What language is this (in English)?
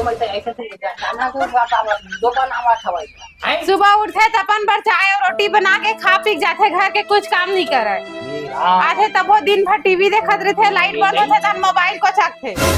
Chhattisgarhi